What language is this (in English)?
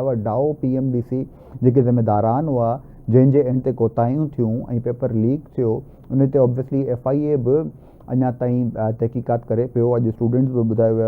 Sindhi